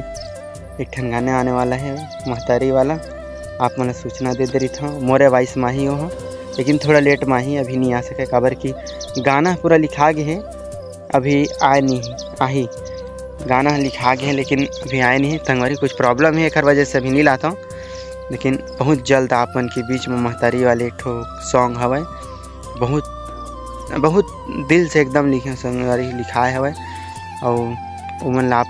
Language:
Chhattisgarhi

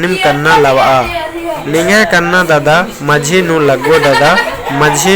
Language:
Kurukh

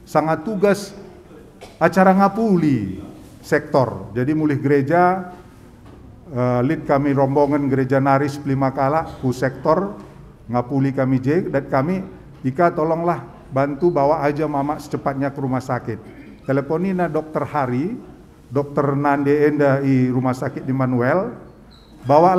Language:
Batak Karo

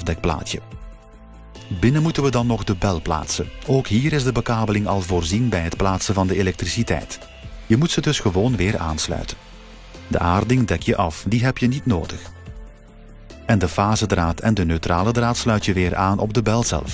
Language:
Dutch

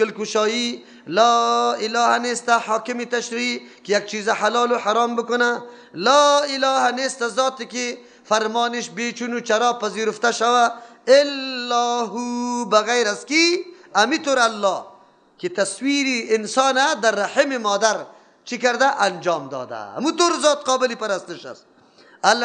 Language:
Persian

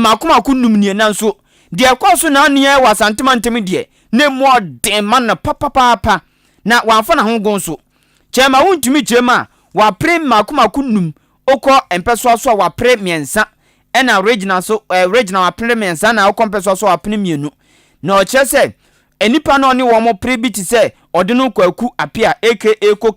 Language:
Akan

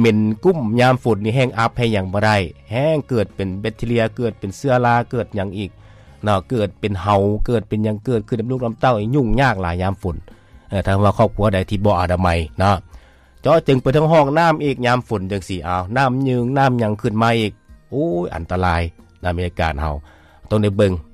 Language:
Lao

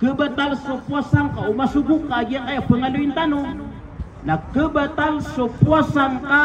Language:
Maranao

